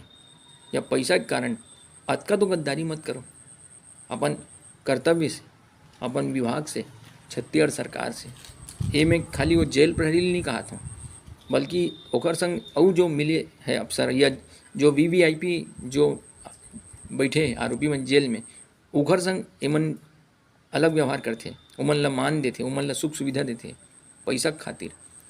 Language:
Chhattisgarhi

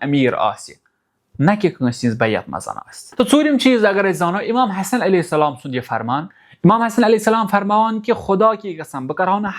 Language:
Kashmiri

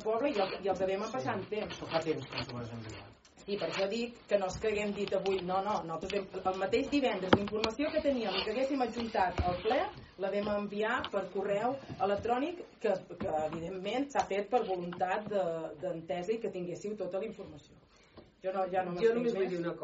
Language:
Catalan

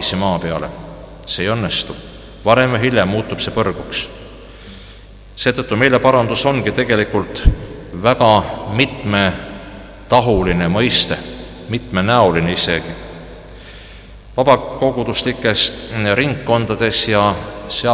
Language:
Estonian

